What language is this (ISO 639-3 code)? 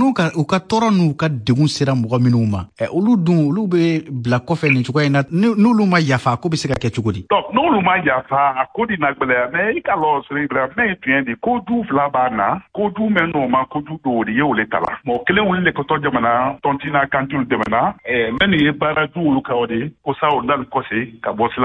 bam